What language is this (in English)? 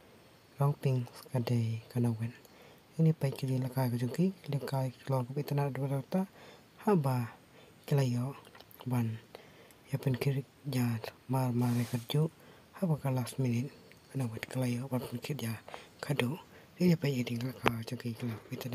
Khasi